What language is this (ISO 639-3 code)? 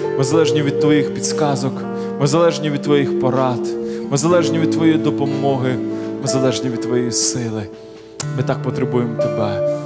ukr